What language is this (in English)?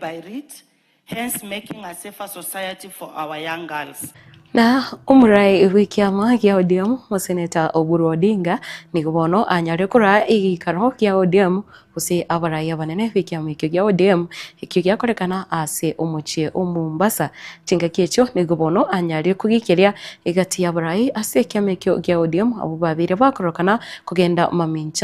Gusii